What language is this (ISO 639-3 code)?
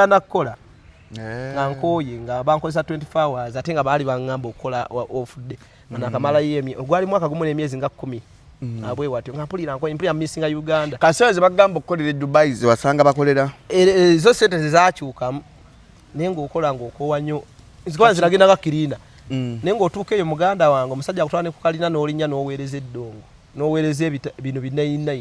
lug